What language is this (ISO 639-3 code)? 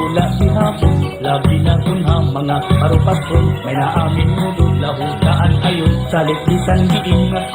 war